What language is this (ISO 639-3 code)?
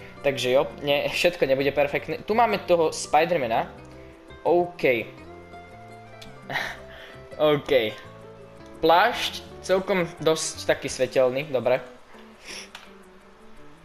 slk